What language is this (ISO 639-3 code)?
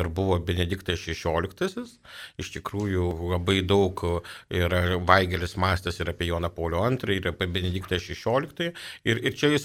lit